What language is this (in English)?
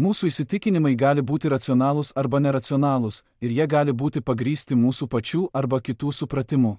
Lithuanian